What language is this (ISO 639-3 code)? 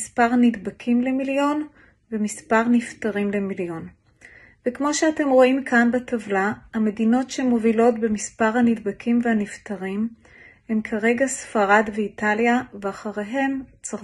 heb